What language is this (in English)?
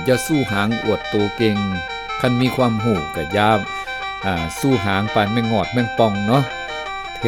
Northeastern Thai